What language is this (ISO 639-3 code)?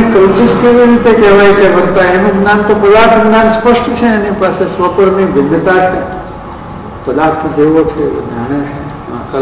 guj